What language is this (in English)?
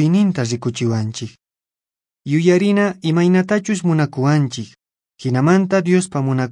Quechua